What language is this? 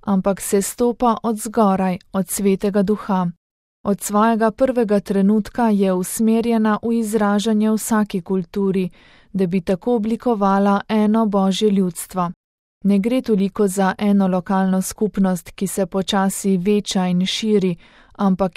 Slovenian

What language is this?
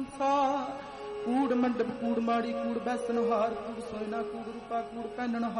Punjabi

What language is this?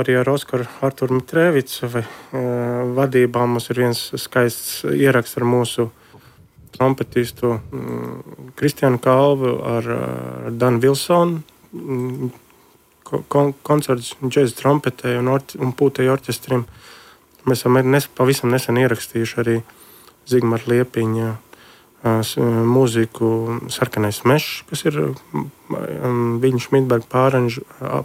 Latvian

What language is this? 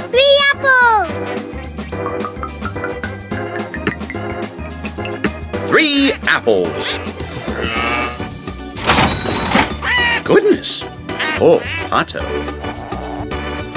English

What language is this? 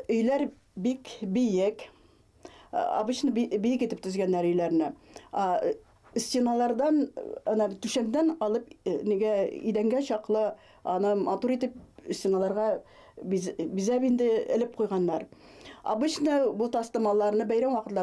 Bashkir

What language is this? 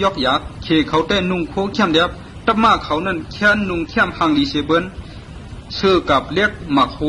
Shan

